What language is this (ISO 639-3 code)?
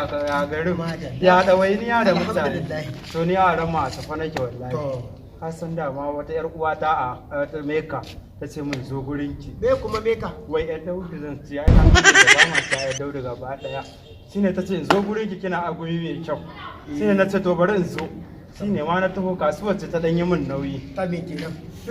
hau